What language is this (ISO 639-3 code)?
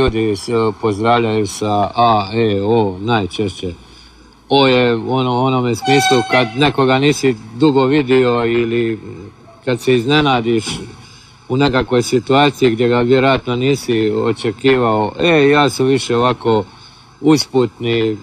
hrv